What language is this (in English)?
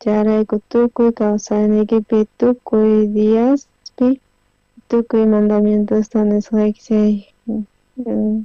South Bolivian Quechua